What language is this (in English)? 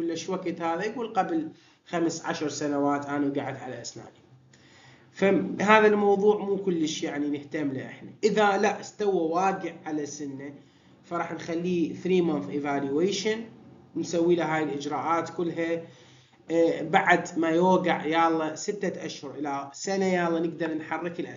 Mesopotamian Arabic